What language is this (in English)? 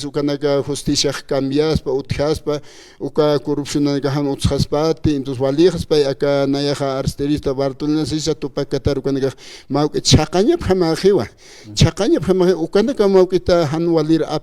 Aymara